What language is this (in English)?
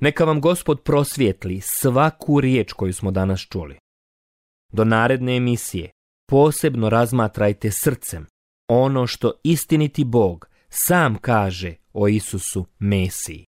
Croatian